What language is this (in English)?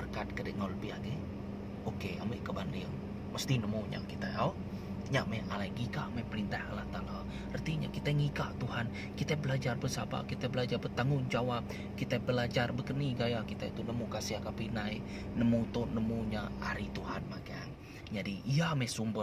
Iban